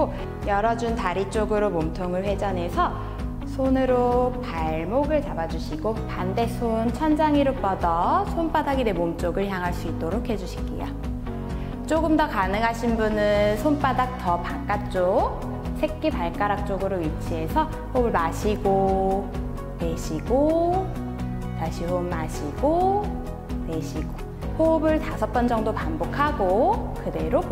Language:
Korean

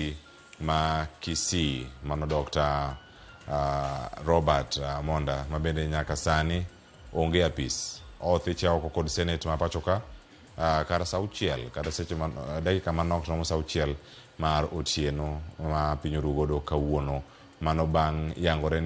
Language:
Luo (Kenya and Tanzania)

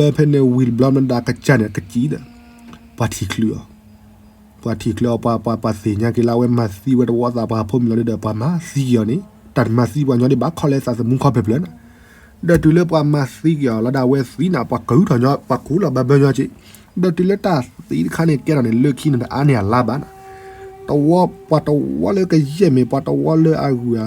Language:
S'gaw Karen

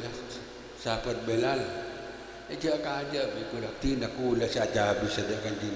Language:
Madurese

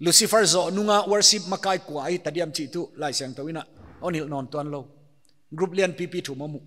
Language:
Paite Chin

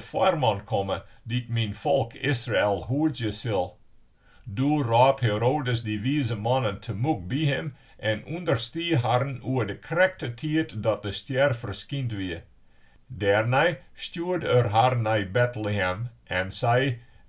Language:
Western Frisian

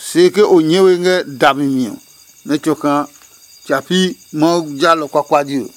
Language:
Adangme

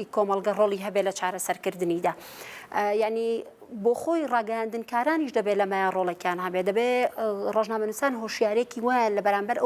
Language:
Central Kurdish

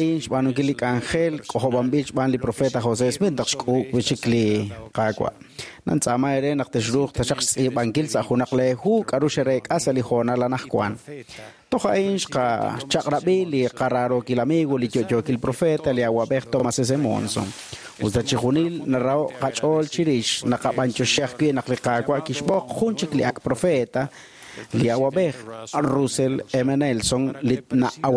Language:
Kekchí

